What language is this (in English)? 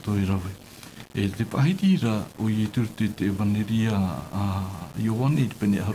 Tahitian